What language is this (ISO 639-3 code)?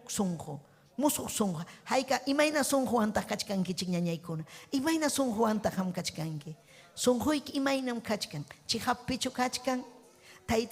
quy